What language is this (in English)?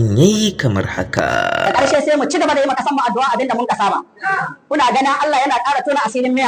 Hausa